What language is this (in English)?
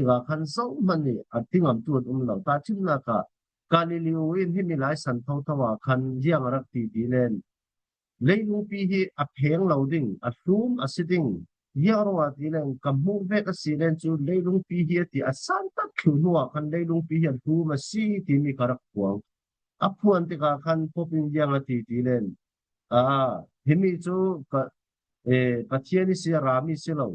Falam Chin